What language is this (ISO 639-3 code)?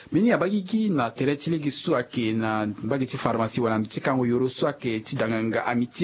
sag